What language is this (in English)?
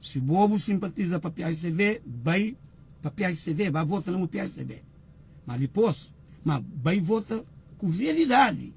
Kabuverdianu